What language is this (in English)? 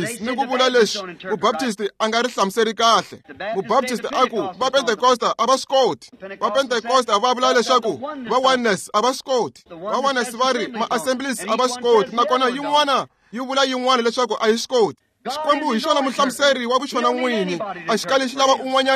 Tsonga